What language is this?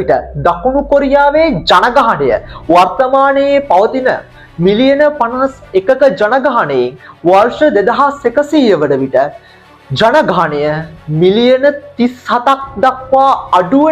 Sinhala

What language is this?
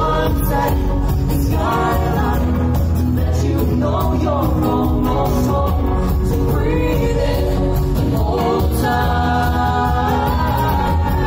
English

